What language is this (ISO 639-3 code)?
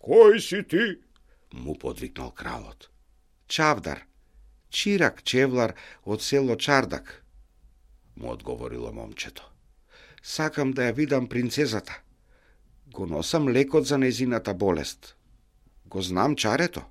mkd